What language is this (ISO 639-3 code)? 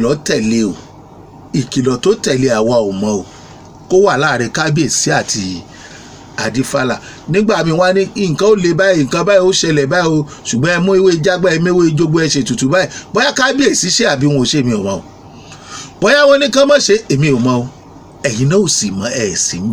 yor